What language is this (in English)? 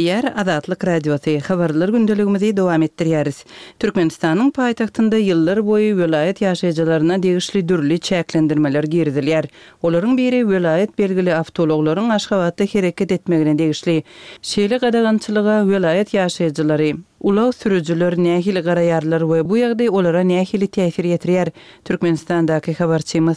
Turkmen